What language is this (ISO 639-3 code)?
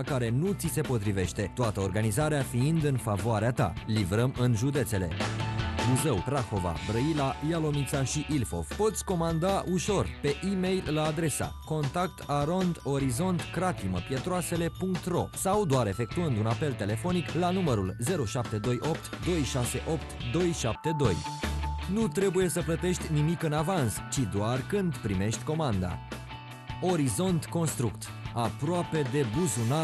ron